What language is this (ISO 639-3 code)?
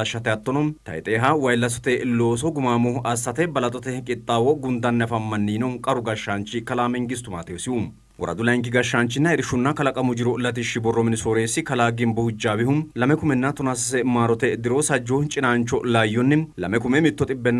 sid